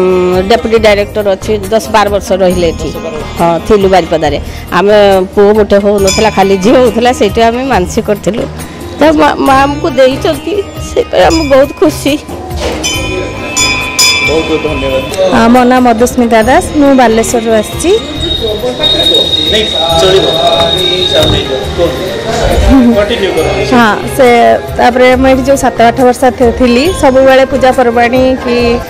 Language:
Odia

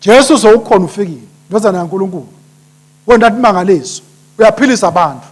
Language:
Swati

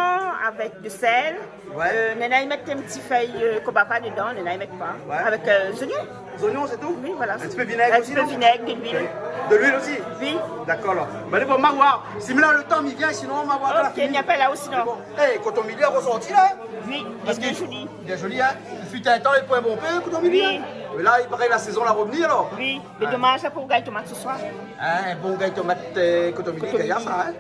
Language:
Réunion Creole French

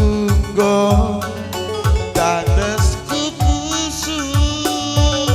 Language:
Batak Karo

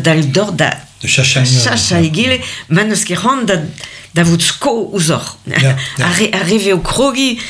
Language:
Breton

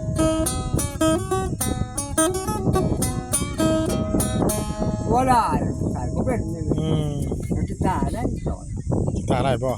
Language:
Northeastern Thai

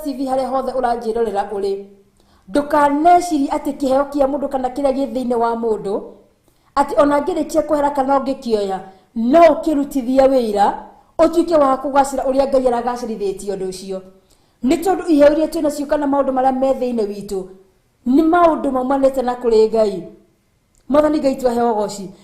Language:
Kikuyu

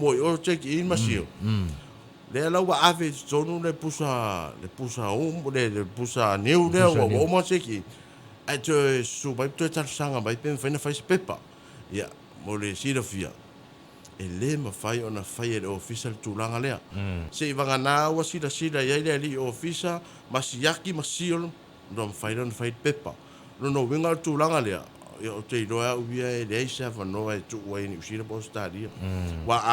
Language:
Samoan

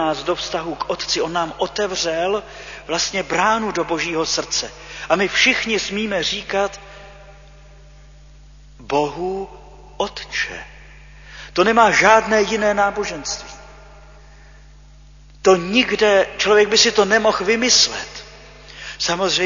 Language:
Czech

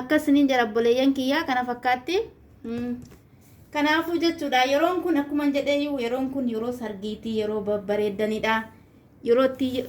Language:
Oromo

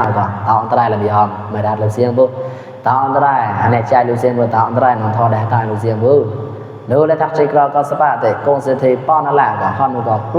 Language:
Mon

